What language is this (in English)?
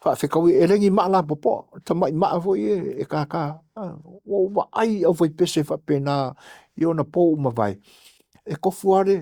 Samoan